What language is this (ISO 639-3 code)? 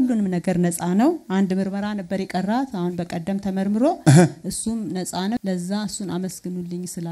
amh